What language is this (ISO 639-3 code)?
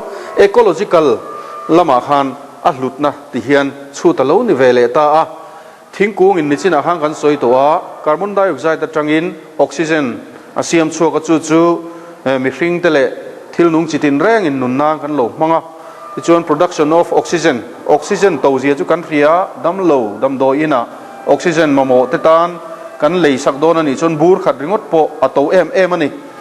lus